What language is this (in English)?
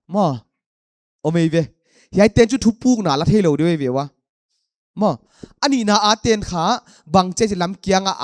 Paite Chin